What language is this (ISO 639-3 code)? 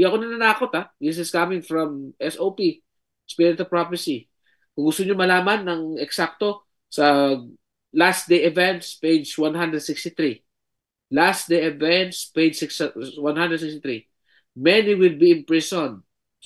fil